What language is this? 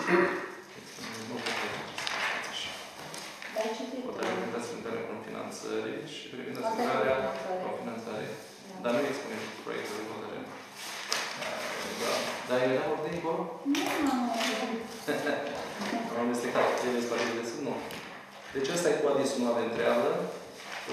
Romanian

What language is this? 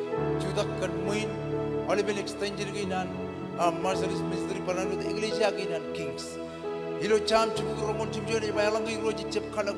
Marshallese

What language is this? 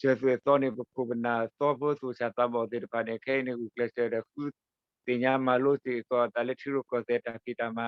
S'gaw Karen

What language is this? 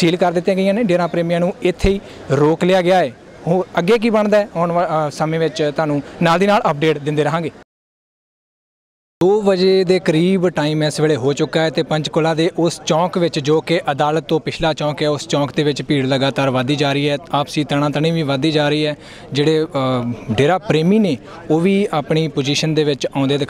Punjabi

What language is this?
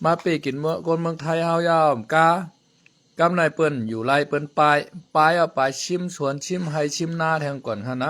Shan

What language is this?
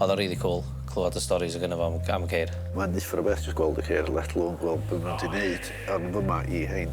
Welsh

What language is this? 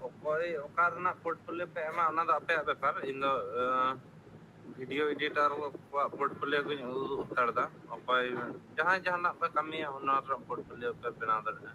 Santali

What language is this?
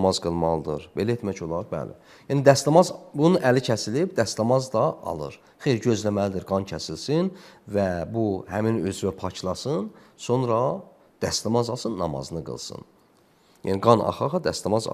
Azerbaijani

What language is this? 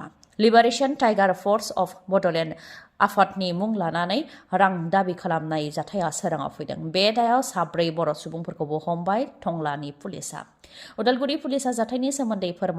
Bodo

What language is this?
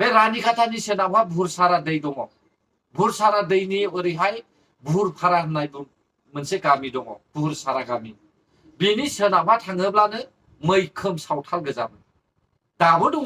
Bodo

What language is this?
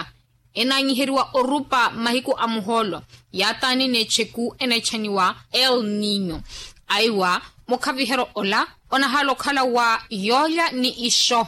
Makhuwa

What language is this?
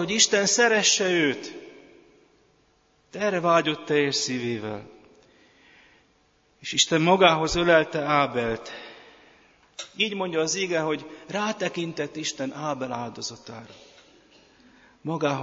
Hungarian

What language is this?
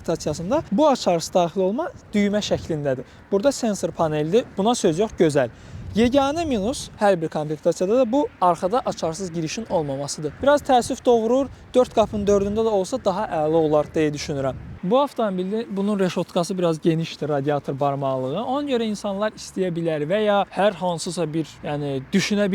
Azerbaijani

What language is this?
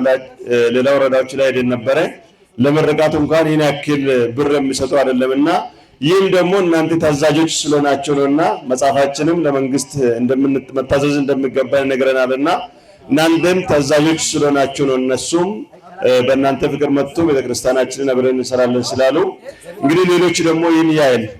Amharic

